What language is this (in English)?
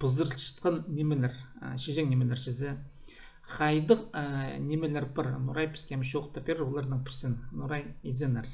Khakas